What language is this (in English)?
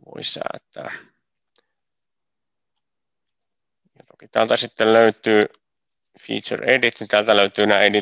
Finnish